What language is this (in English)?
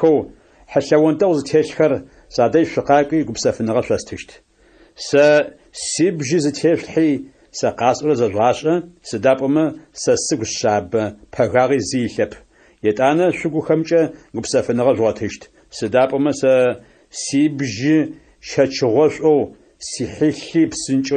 Adyghe